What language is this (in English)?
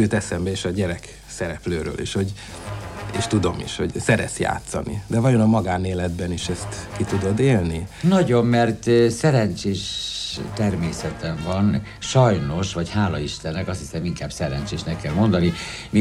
Hungarian